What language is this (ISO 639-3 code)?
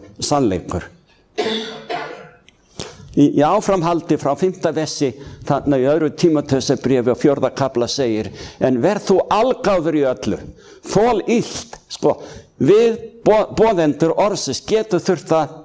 isl